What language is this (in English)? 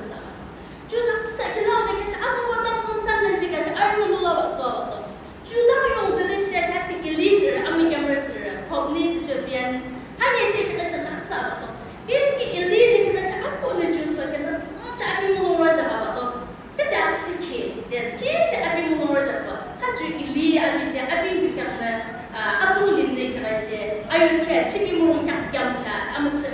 Yimchungru Naga